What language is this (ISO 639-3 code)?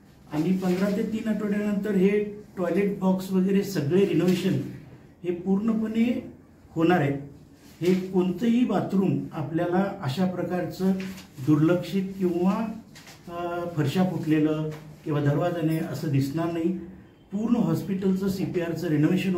mar